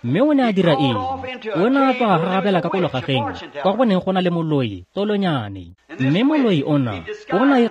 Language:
Tswana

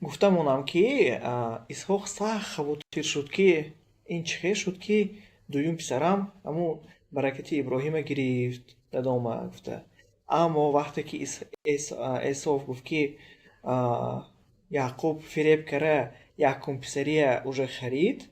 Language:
Tajik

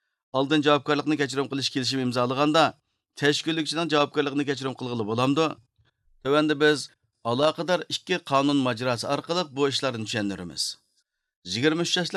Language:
Uyghur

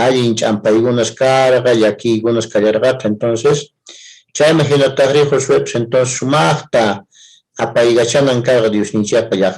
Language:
South Bolivian Quechua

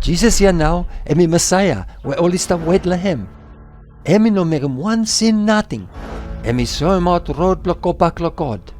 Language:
Bislama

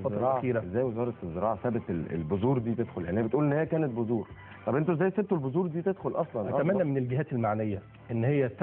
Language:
Egyptian Arabic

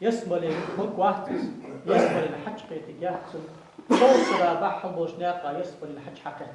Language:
Ingush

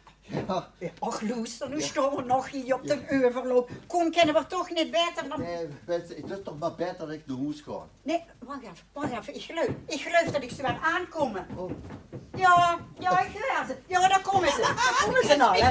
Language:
Limburgish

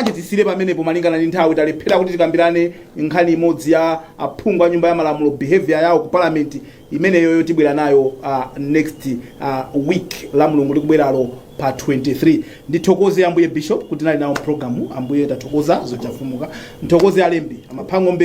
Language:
Nyanja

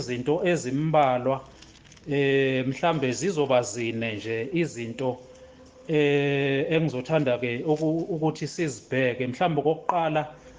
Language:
Zulu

